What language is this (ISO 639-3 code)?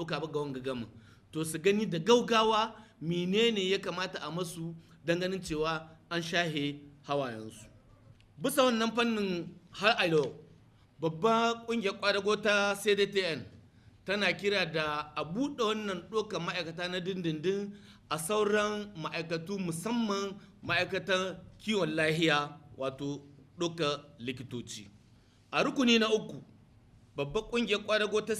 hau